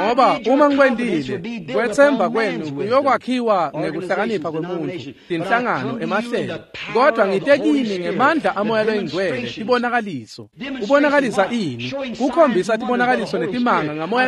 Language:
Swati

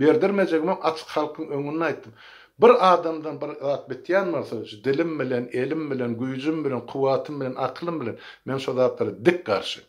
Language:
Turkmen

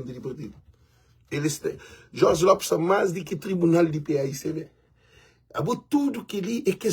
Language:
Kabuverdianu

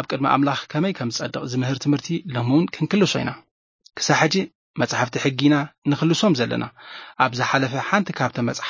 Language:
Tigrinya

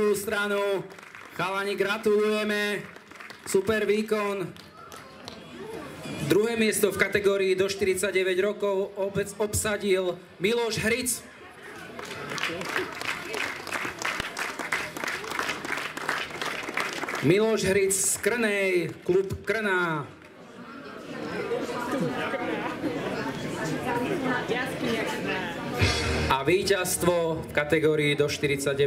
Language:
Slovak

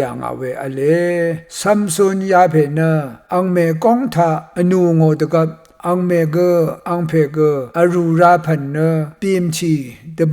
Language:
Rawang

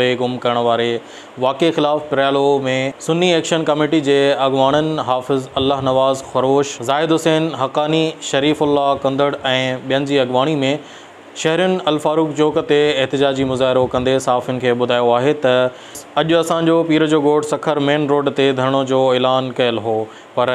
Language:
Sindhi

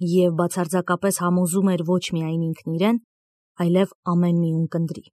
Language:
Armenian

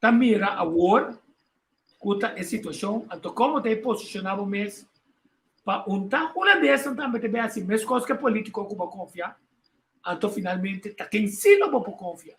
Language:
Papiamento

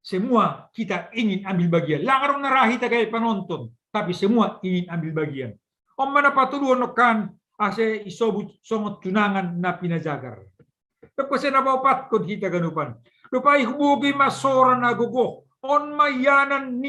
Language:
Batak Simalungun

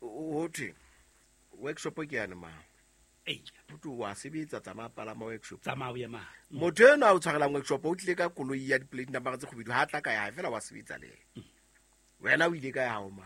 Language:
Southern Sotho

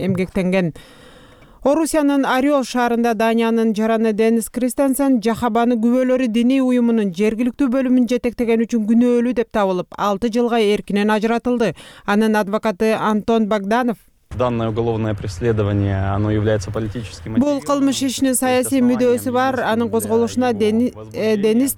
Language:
Kyrgyz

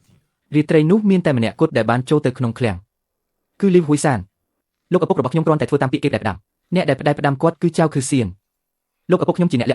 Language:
Khmer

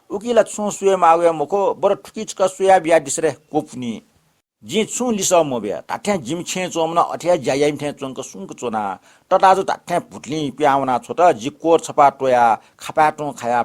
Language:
Newari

